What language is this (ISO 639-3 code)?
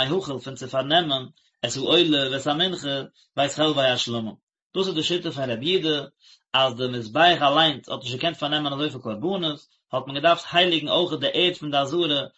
yid